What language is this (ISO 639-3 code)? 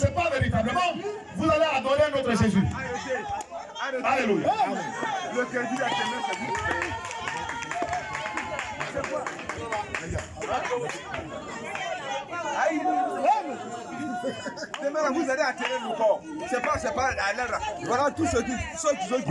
fra